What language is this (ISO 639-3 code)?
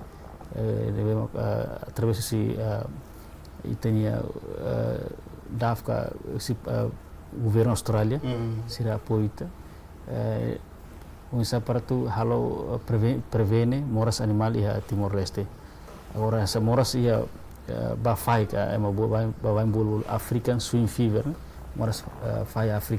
tet